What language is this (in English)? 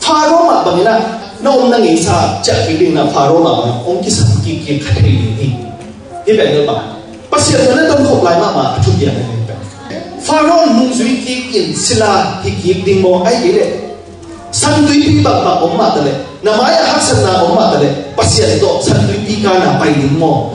Tedim Chin